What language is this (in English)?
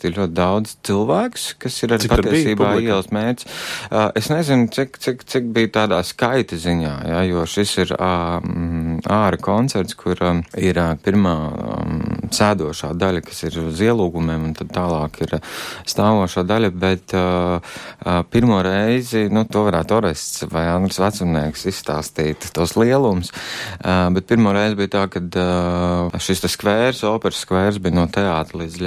Latvian